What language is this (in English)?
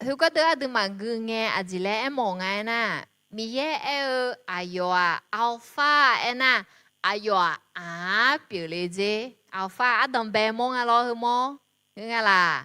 Akha